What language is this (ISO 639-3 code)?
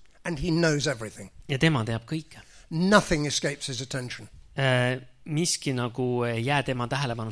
est